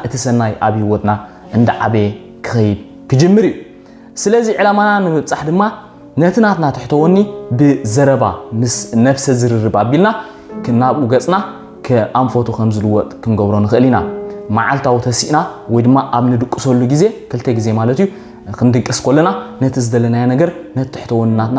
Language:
Tigrinya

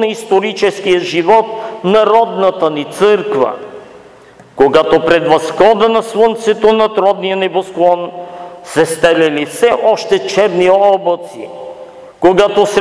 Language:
Bulgarian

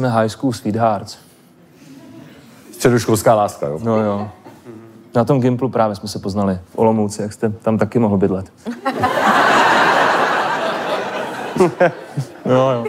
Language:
Czech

